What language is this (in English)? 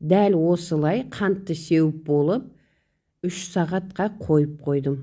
Kazakh